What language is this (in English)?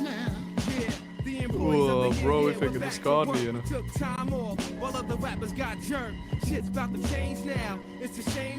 Swiss German